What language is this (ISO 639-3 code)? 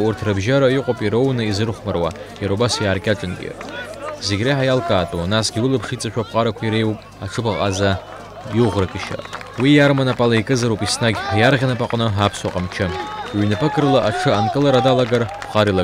abk